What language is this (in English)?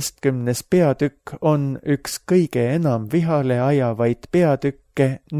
Estonian